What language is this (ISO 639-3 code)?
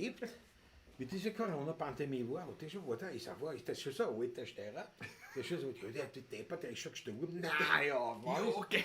bar